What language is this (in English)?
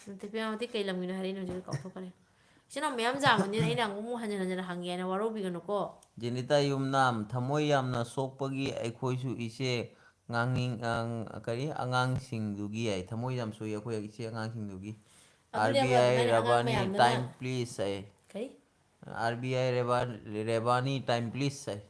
Manipuri